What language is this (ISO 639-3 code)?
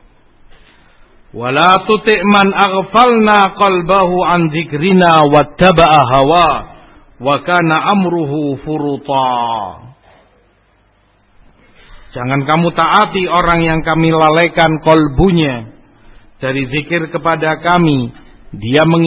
ind